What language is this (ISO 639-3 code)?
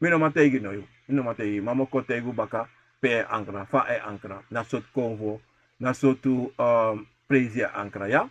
srn